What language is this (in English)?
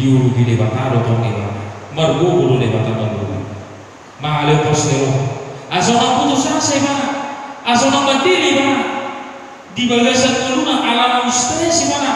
Batak Toba